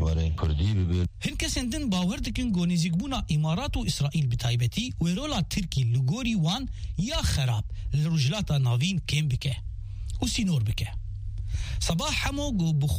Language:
Kurdish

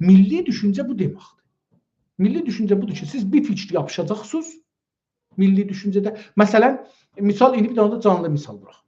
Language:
South Azerbaijani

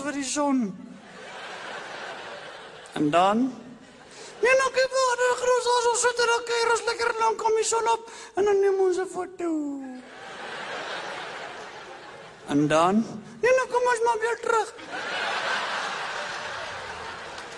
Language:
Afrikaans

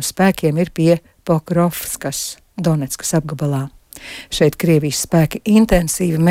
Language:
Latvian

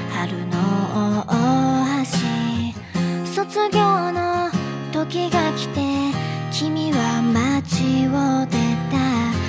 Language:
Japanese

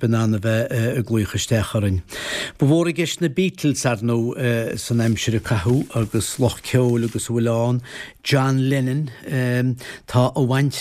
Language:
Irish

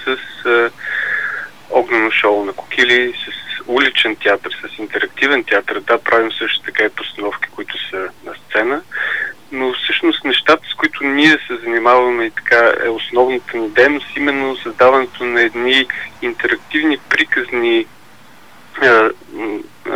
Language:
Bulgarian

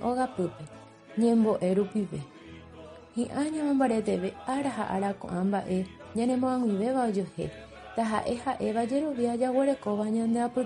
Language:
Guarani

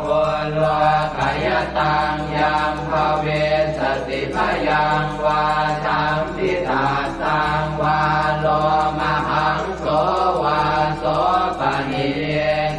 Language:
Pali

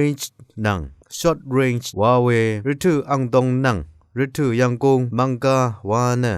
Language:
Rawang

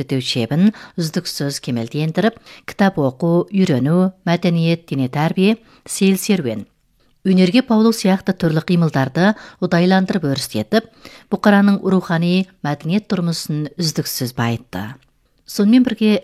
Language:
Kazakh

